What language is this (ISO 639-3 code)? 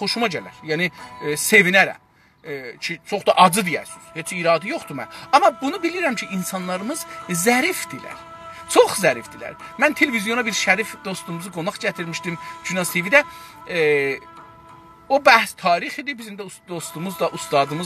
azb